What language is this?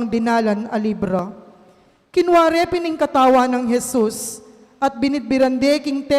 Pampanga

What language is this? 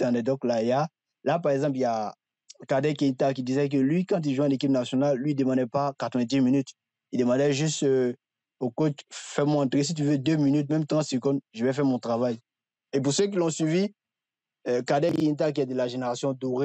French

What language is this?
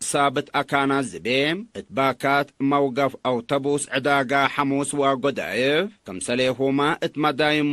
Tigre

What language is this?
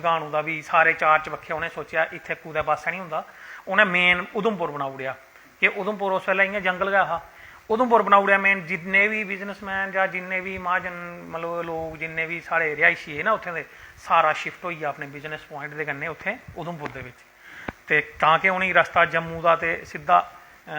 Dogri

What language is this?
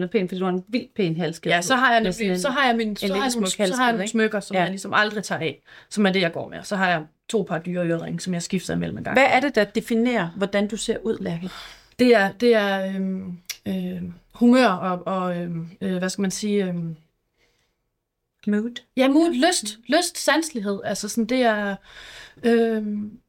Danish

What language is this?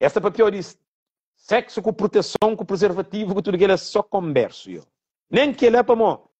Kabuverdianu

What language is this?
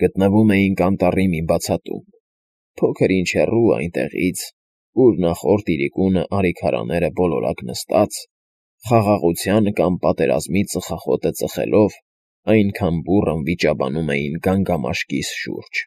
Armenian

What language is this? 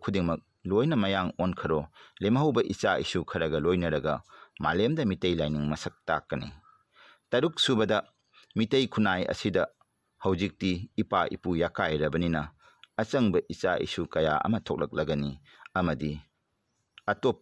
Manipuri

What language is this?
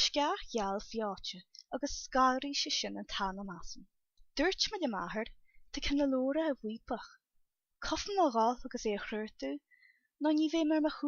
Irish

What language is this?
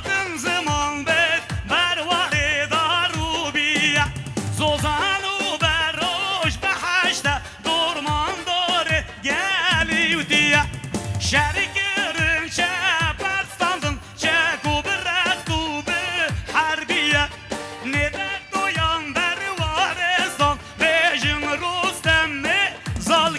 Kurdish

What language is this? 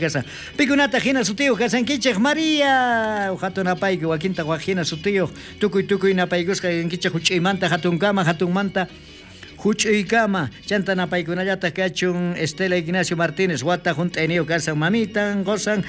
South Bolivian Quechua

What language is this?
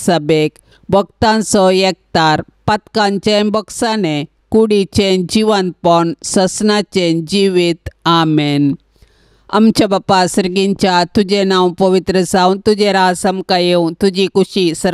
Konkani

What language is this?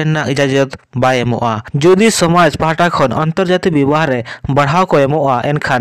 Santali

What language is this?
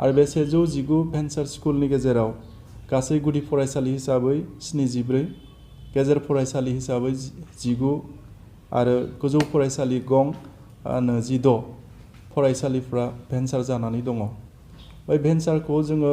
Bodo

